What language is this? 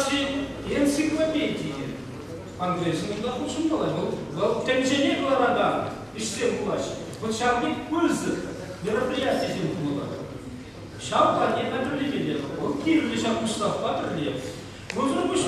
Chuvash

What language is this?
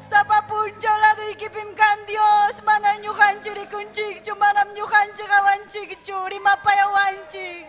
Ayacucho Quechua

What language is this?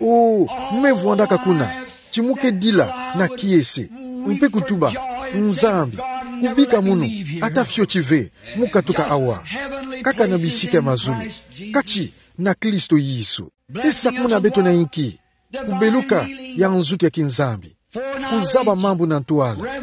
Kituba (Democratic Republic of Congo)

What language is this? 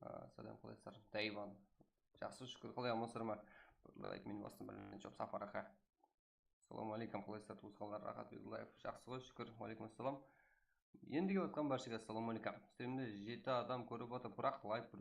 Kara-Kalpak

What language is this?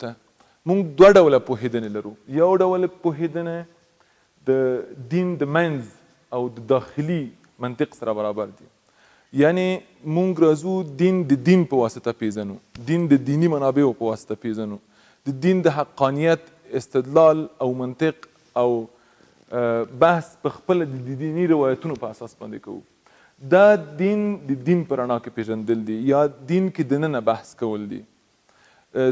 Pashto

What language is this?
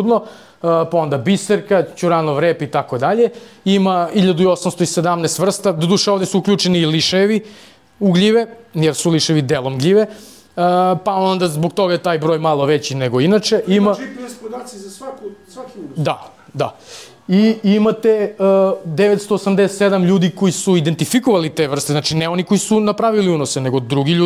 Serbian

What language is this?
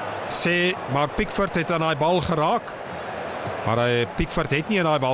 Afrikaans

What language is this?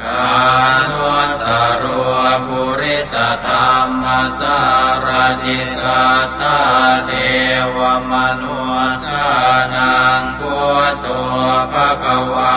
Pali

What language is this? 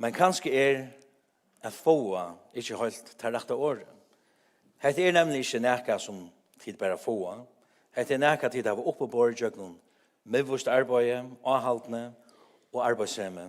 Faroese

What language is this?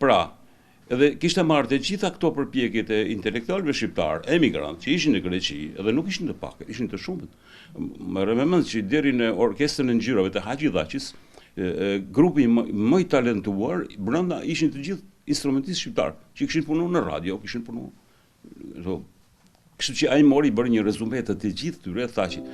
Albanian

